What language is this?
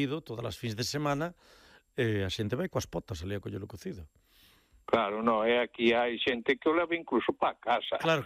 Galician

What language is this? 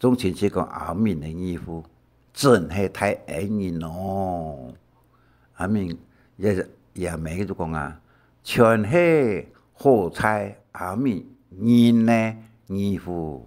Hakka Chinese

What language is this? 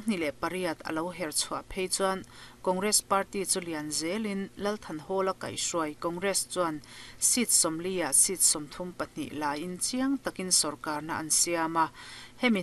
Mizo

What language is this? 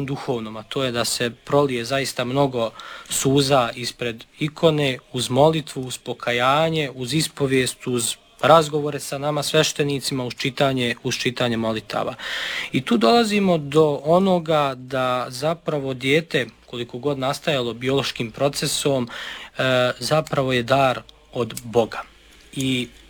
Serbian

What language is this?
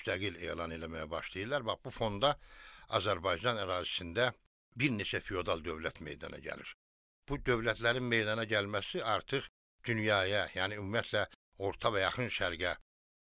Azerbaijani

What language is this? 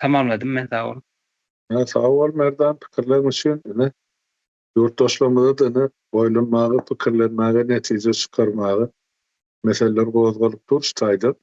Turkmen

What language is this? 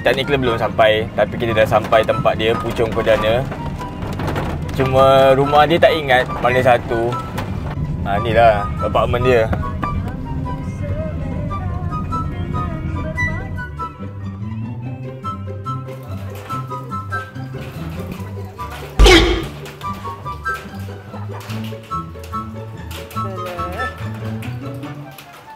Malay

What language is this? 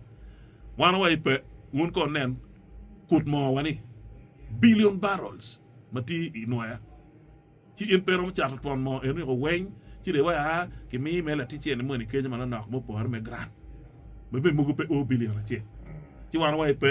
Acoli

